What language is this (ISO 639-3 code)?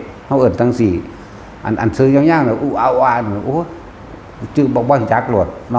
tts